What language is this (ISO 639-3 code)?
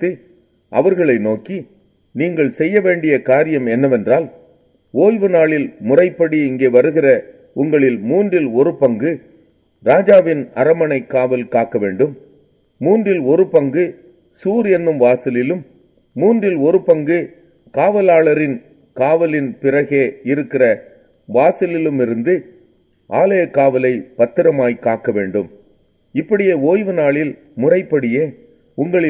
tam